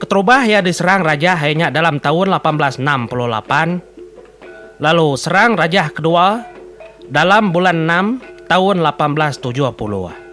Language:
Iban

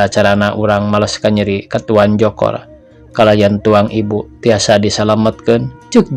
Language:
Sundanese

